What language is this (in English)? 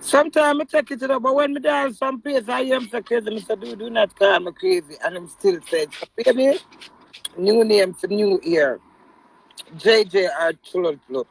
Jamaican Creole English